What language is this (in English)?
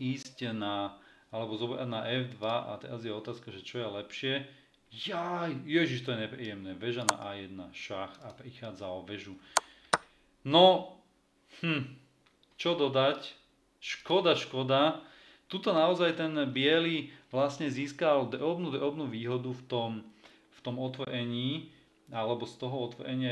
Slovak